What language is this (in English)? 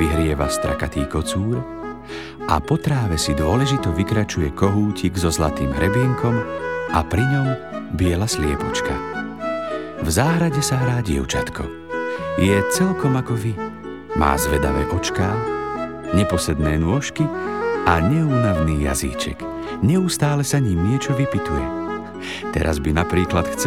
Slovak